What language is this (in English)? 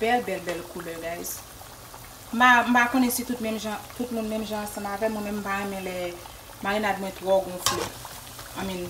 Haitian Creole